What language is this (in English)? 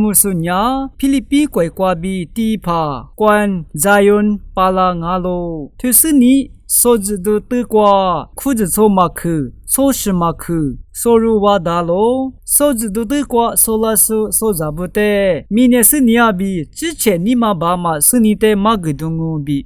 Lisu